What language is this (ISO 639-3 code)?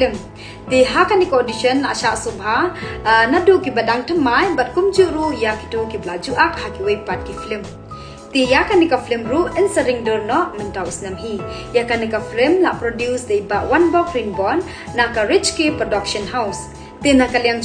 kha